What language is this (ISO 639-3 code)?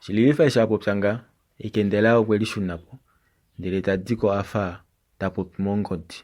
kua